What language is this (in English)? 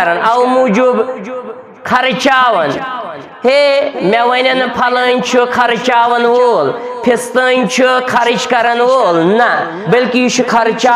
Kashmiri